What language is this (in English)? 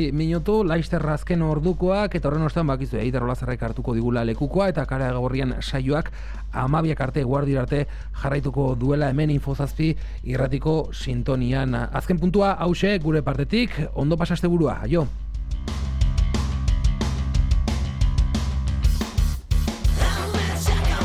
Basque